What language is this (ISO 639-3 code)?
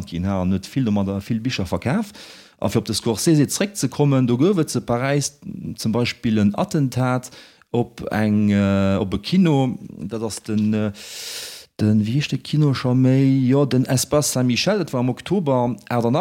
ltz